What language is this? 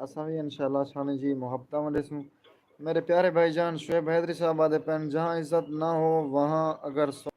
Saraiki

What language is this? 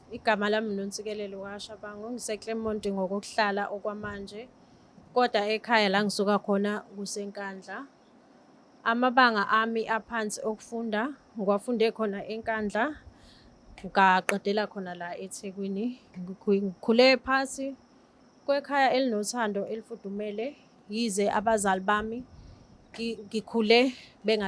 Zulu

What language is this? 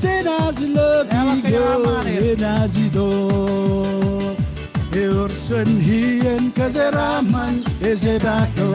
Marshallese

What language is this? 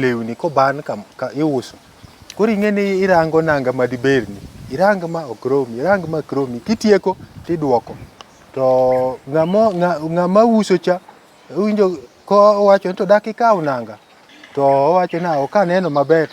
Luo (Kenya and Tanzania)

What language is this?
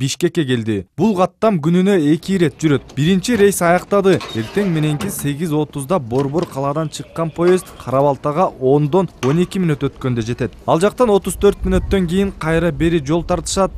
Kyrgyz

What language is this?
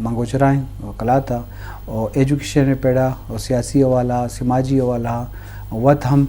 Eastern Balochi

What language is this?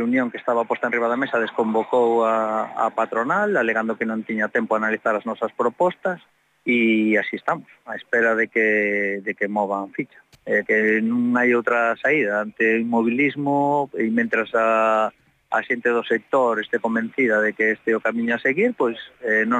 Galician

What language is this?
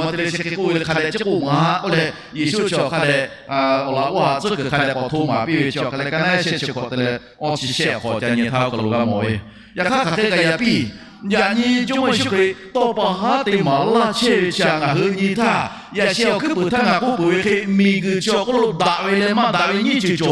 Lahu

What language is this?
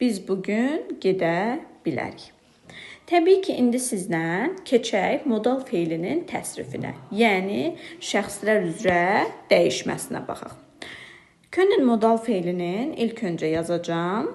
Azerbaijani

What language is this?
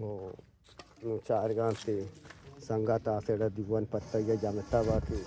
Eastern Balochi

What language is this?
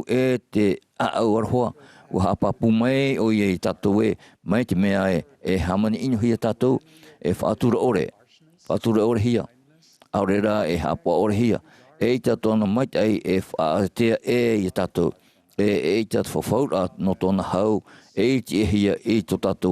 Tahitian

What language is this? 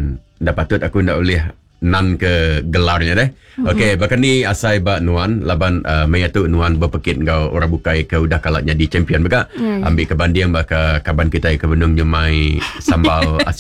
Iban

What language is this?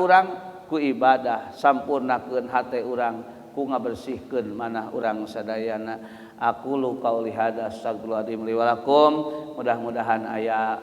Sundanese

